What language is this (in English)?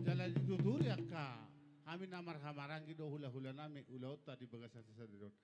Batak Toba